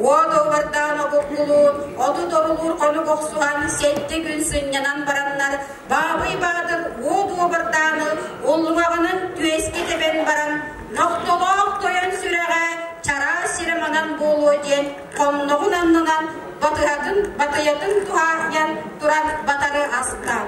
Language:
Yakut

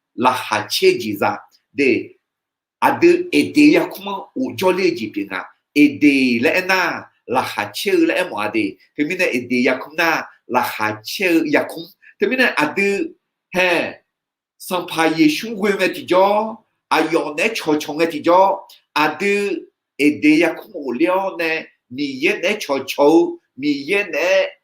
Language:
Akha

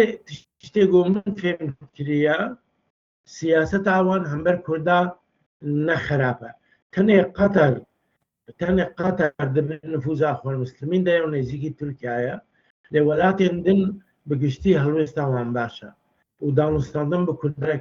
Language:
Kurdish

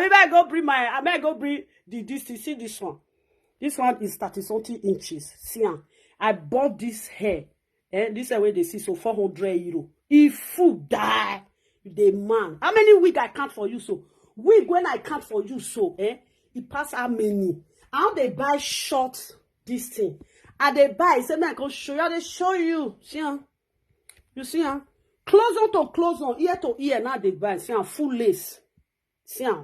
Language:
Nigerian Pidgin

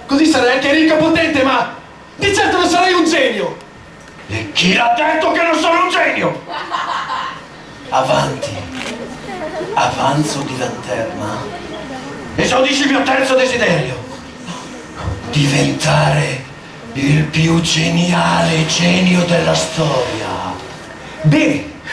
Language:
Italian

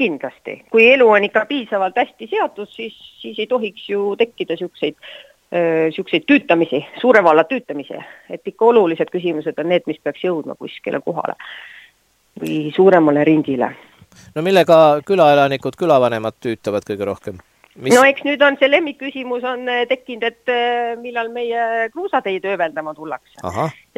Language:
Estonian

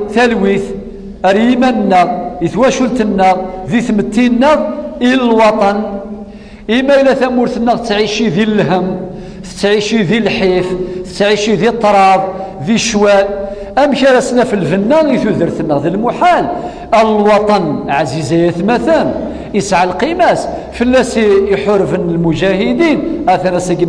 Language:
Kabyle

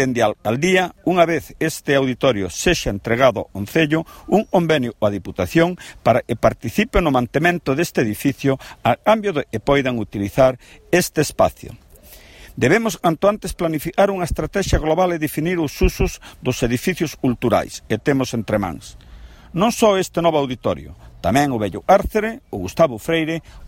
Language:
Galician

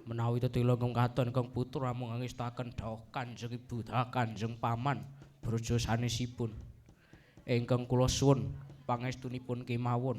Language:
Javanese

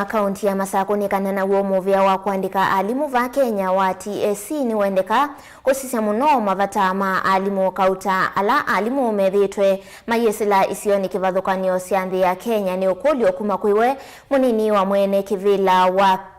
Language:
Kamba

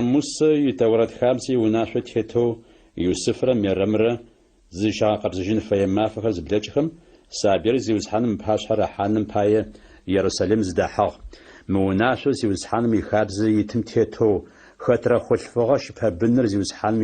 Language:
Adyghe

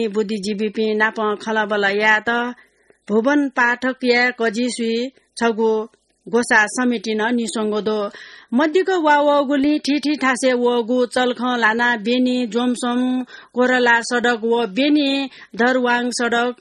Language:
Newari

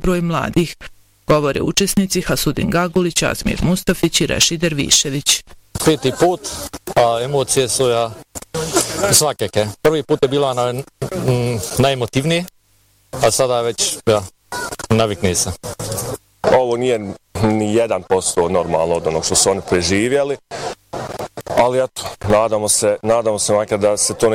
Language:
Bosnian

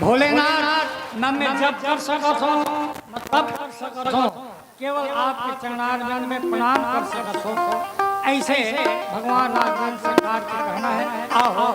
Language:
Chhattisgarhi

